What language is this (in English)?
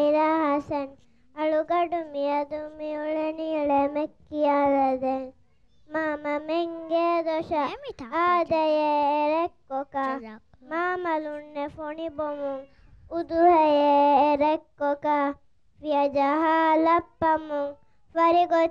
Divehi